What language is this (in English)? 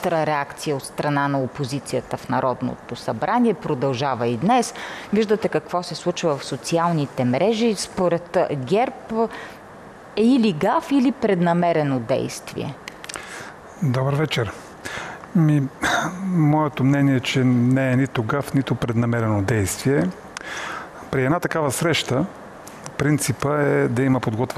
Bulgarian